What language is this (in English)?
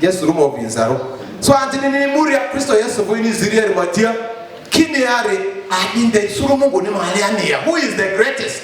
Lugbara